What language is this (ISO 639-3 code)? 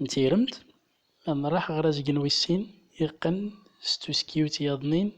tzm